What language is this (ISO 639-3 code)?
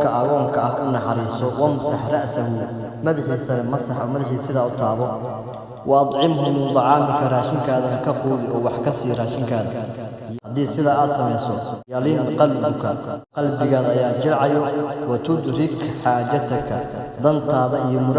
som